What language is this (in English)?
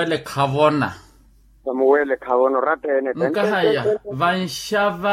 Makhuwa